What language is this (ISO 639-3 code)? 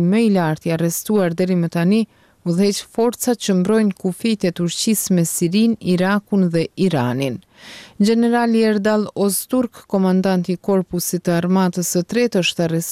sqi